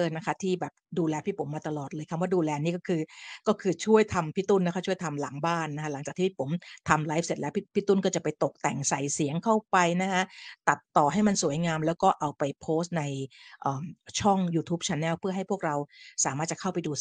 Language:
Thai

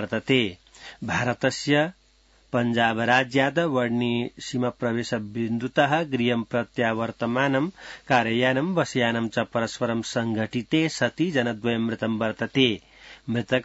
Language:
Sanskrit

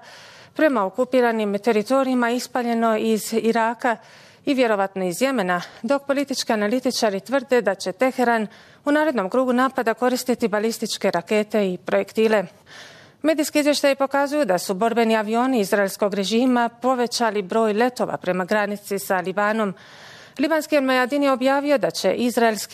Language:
Bosnian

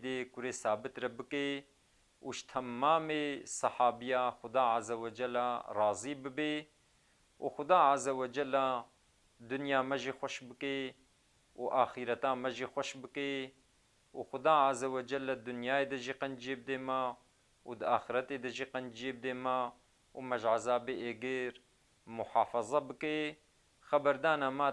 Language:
Kurdish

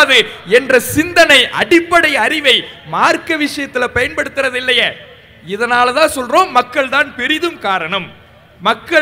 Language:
Tamil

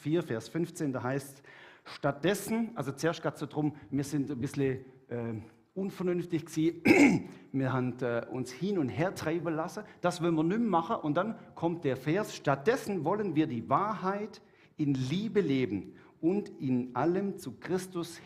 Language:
Swiss German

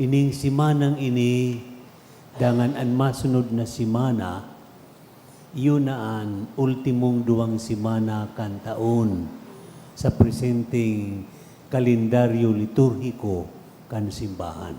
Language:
Bikol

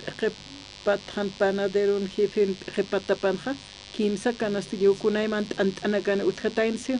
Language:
Aymara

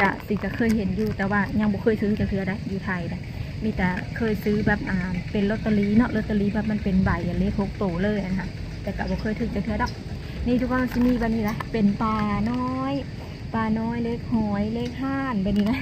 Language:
Lao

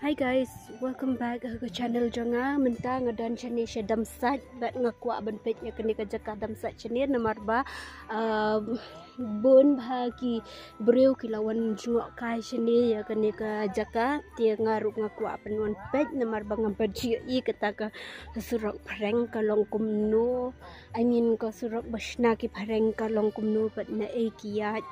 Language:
Khasi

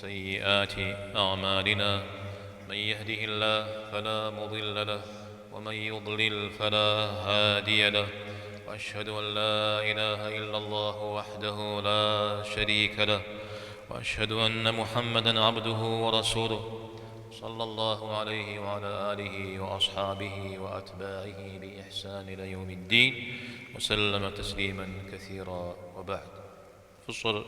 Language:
Kabardian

